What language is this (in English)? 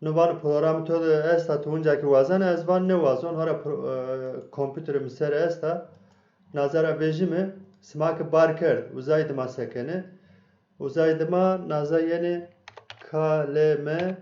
Zaza